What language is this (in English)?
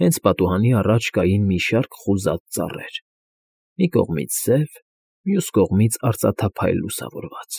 Armenian